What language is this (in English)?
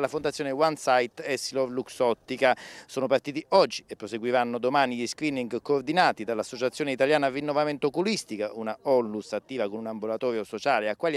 Italian